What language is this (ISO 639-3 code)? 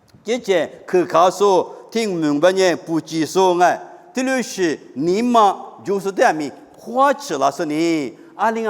lis